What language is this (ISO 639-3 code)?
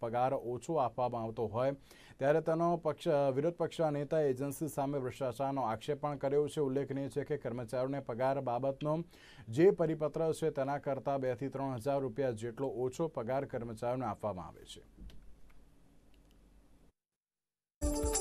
guj